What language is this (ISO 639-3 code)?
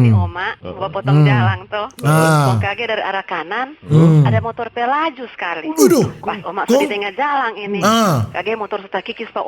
xmm